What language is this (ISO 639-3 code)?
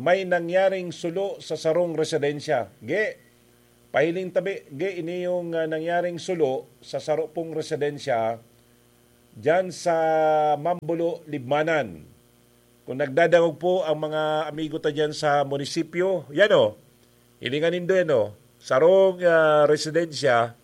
bik